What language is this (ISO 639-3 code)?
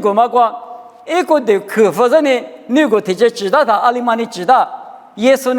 lis